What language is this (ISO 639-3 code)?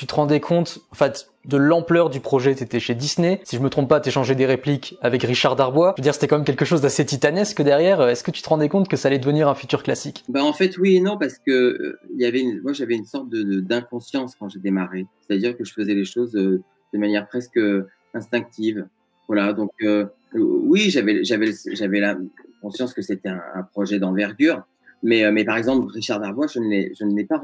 fra